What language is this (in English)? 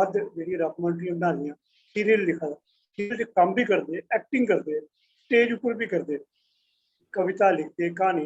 Dogri